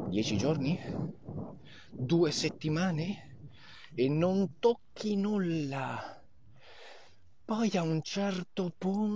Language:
Italian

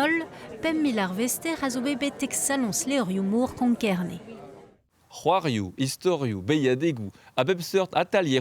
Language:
Breton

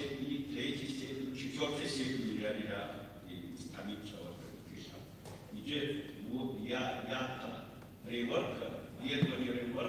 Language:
Kabardian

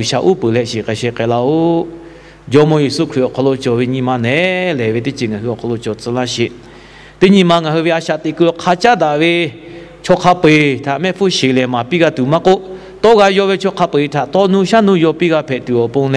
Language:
Lahu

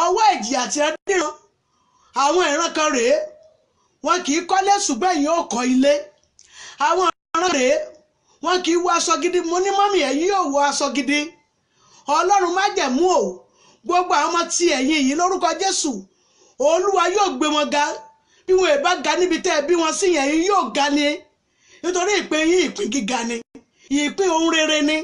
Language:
Yoruba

